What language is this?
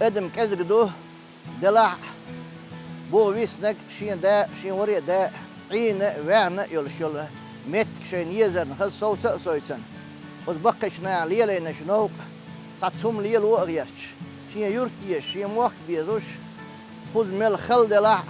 Chechen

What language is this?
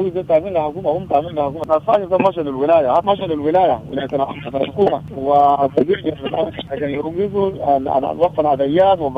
Sudanese Arabic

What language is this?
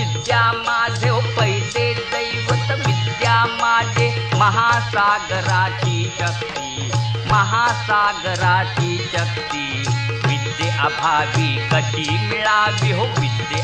Marathi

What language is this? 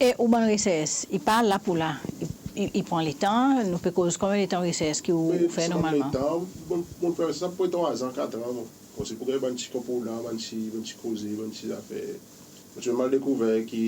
Seselwa Creole French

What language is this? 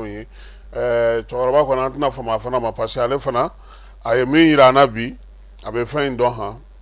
Bambara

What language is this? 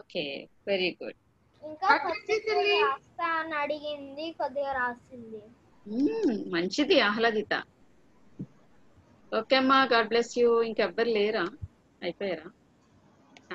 Telugu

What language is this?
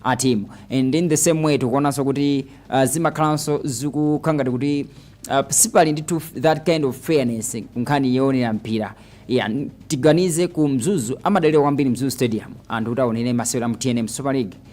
Nyanja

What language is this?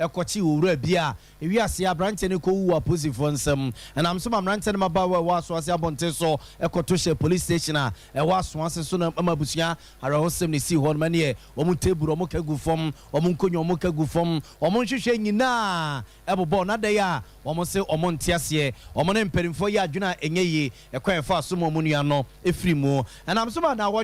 Akan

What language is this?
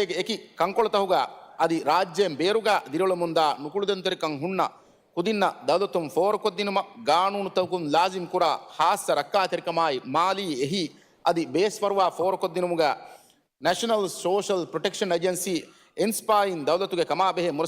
Divehi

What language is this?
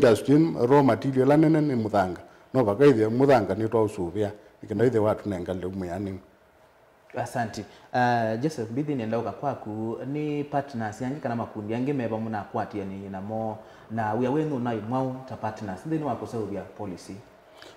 Kamba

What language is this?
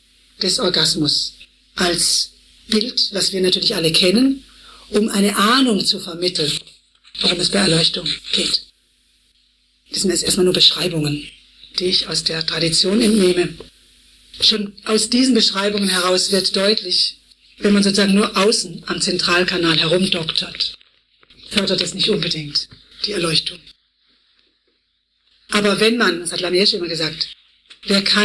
German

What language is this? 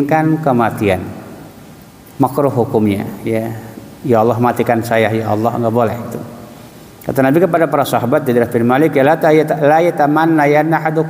Indonesian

